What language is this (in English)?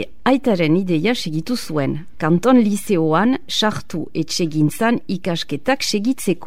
Basque